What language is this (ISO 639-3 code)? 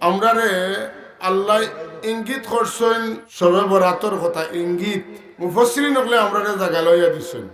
syl